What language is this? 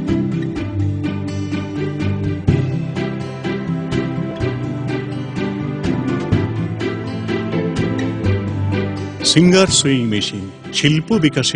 Bangla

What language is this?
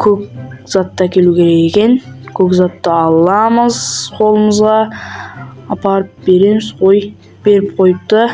Kazakh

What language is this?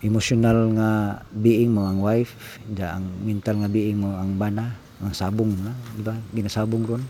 Cebuano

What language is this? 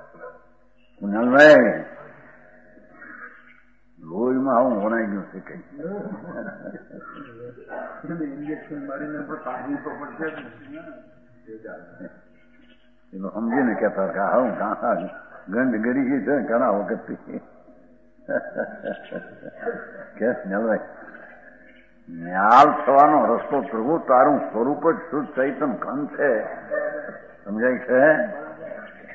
Gujarati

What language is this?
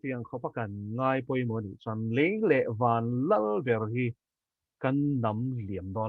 Mizo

